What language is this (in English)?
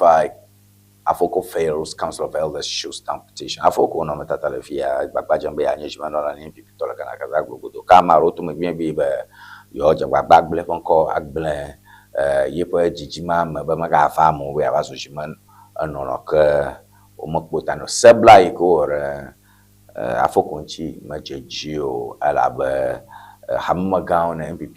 Ewe